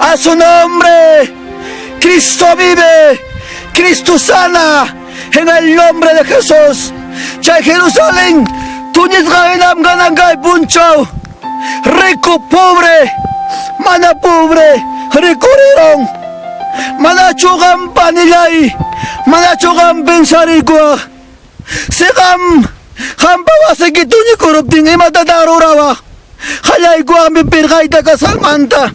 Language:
Ayacucho Quechua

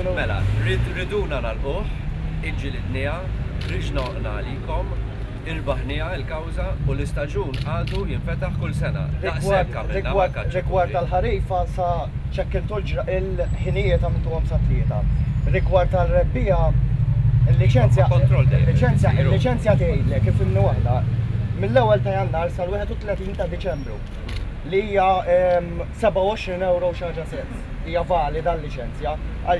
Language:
Maltese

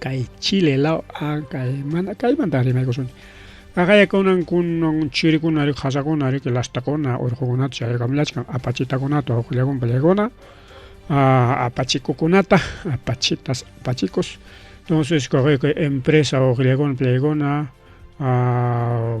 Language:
Ayacucho Quechua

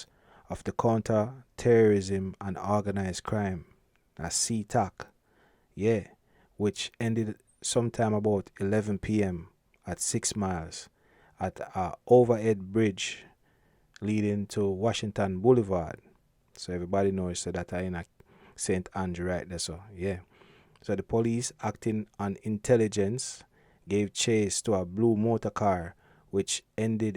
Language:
Jamaican Creole English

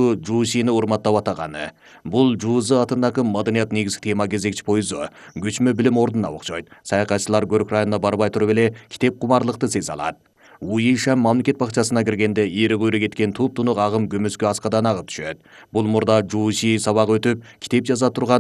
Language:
Kyrgyz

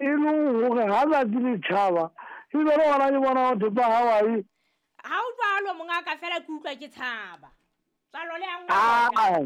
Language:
Southern Sotho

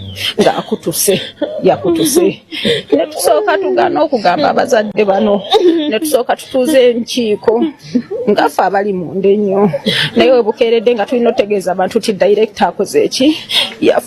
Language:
Ganda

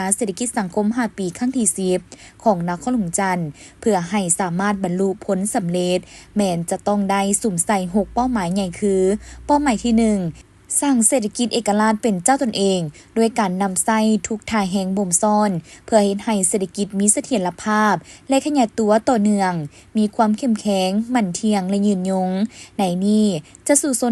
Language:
Lao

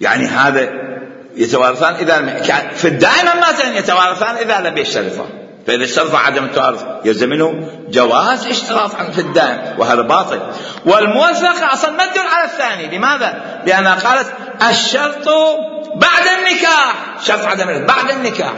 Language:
Mesopotamian Arabic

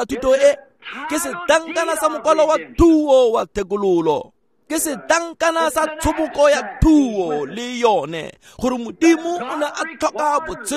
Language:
Tswana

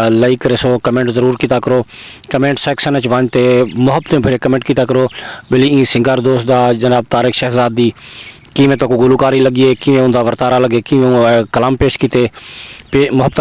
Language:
Saraiki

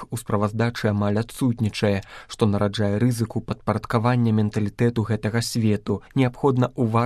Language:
Belarusian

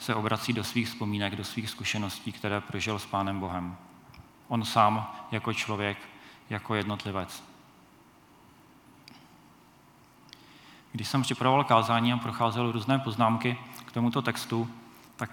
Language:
Czech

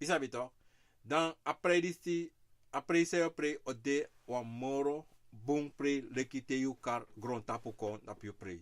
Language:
Sranan Tongo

